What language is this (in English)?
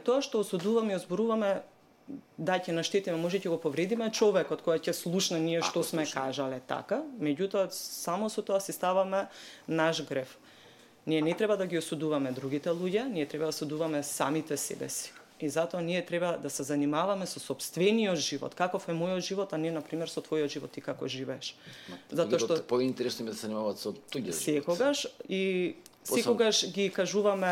Macedonian